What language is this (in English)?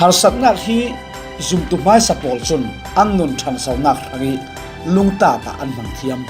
Falam Chin